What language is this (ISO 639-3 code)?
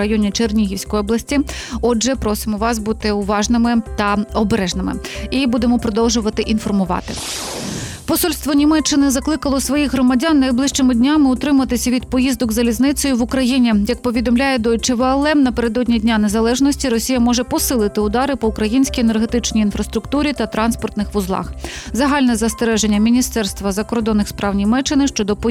ukr